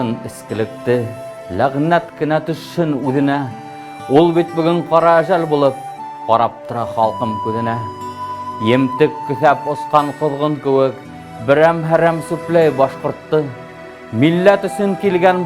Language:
Bashkir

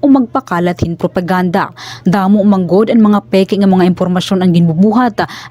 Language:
Waray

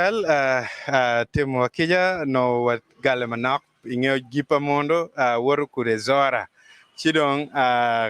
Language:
Acoli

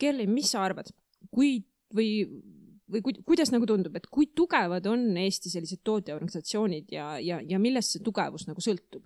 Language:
Estonian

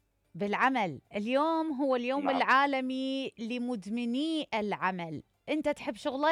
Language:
Mesopotamian Arabic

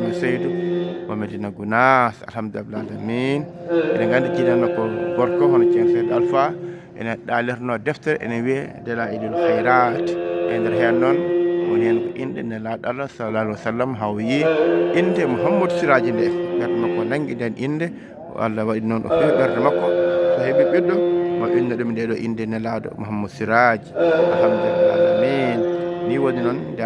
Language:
Fula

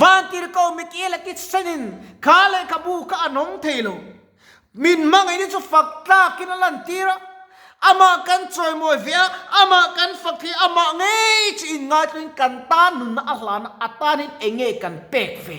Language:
Mizo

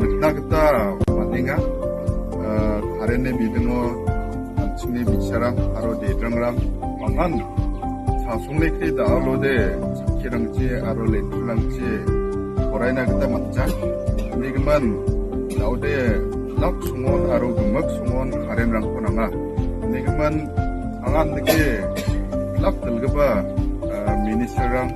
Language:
Garo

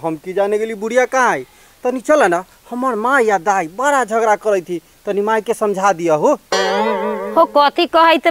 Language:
Bhojpuri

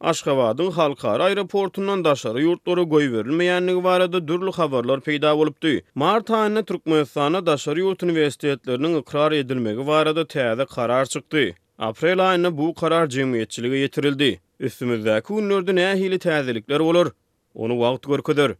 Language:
Turkmen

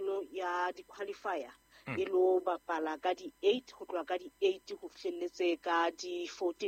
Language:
Southern Sotho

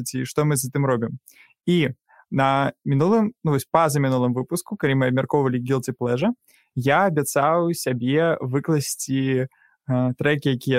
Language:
Belarusian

